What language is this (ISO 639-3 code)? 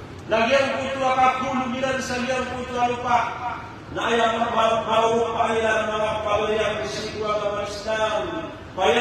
mrw